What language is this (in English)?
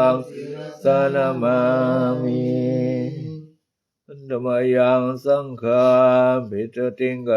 Pali